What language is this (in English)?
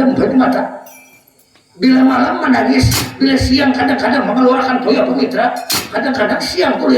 Banjar